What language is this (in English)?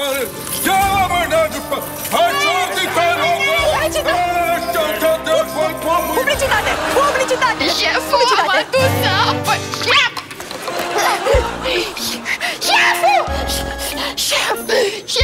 Romanian